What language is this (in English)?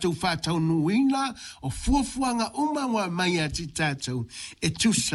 Samoan